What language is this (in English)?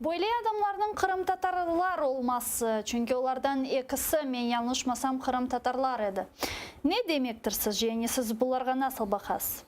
Crimean Tatar